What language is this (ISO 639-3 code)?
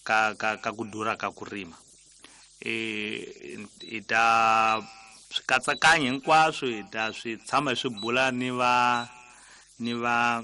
tso